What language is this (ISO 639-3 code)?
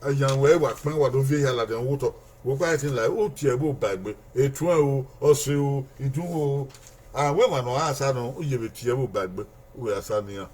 bin